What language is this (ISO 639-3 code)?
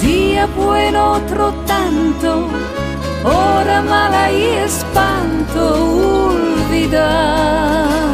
lad